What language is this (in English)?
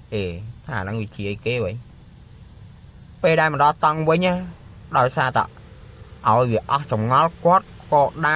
Khmer